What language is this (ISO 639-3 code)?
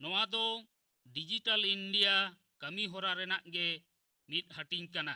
sat